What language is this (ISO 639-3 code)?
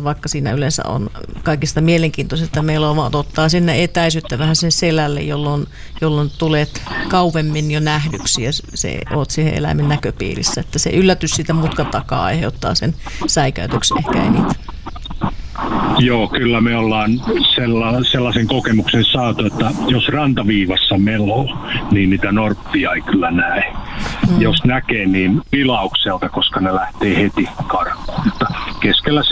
fin